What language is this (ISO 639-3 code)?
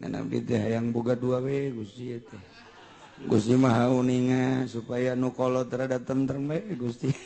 sun